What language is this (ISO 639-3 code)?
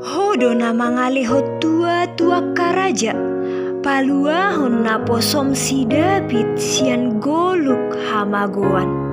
bbc